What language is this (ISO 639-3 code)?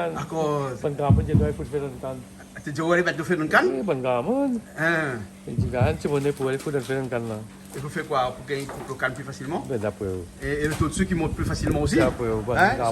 rcf